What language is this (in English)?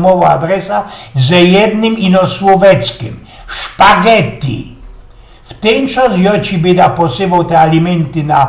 Silesian